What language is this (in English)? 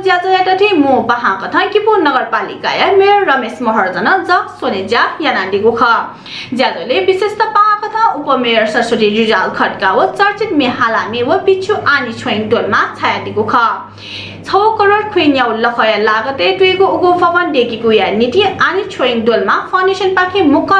Newari